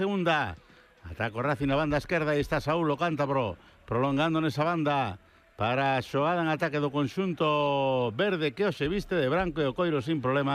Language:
Galician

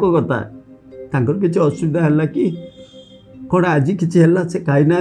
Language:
Odia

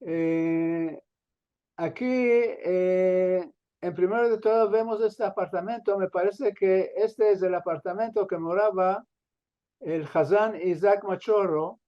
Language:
Ladino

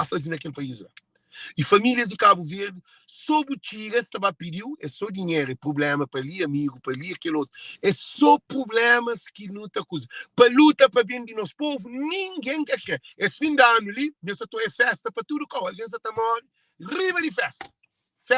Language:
Kabuverdianu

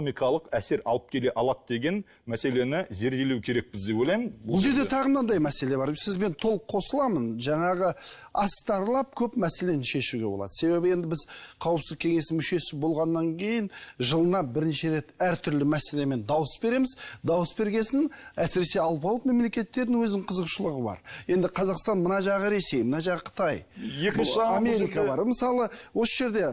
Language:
Kazakh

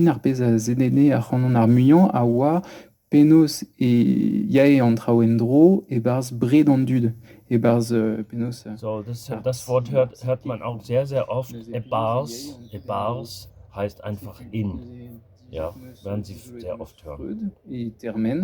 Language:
Breton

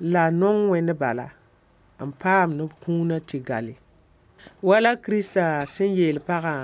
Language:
Mossi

